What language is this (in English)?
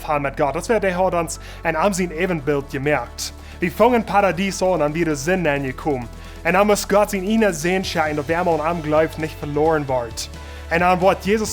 Plautdietsch